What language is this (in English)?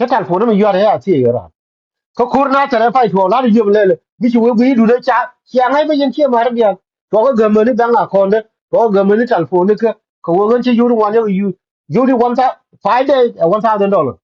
Nuer